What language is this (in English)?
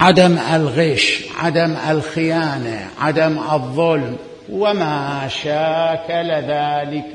Mesopotamian Arabic